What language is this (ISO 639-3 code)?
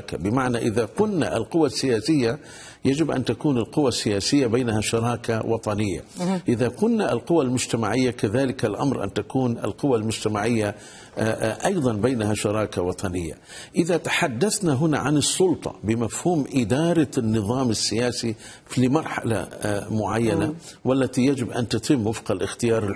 ara